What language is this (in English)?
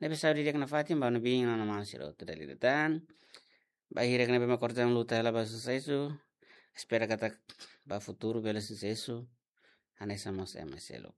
Tetum